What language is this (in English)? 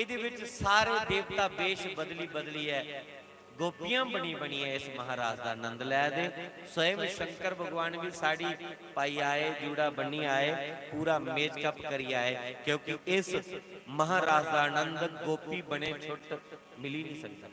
Dogri